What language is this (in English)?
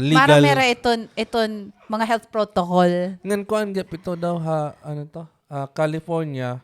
Waray